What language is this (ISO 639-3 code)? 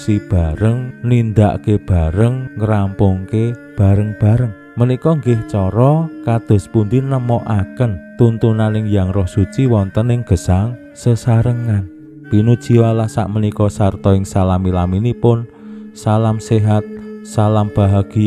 jav